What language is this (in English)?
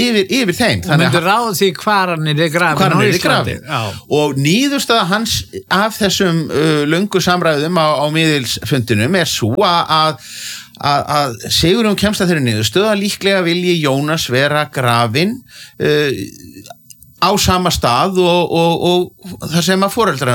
Icelandic